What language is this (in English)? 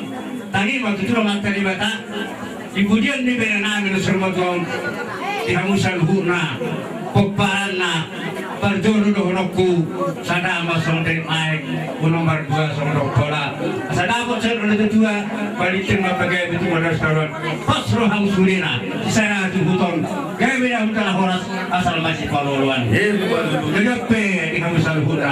Batak Toba